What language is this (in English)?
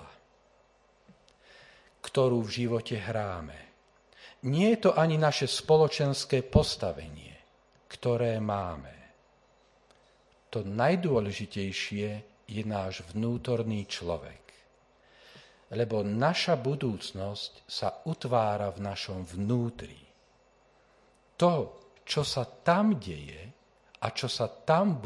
Slovak